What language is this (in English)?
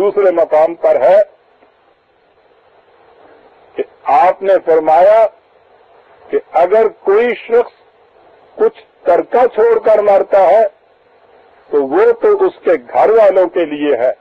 Urdu